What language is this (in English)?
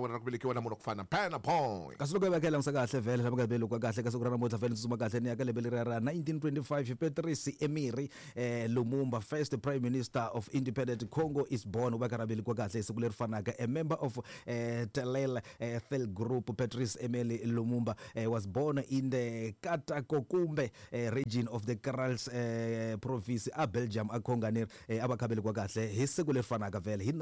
Tsonga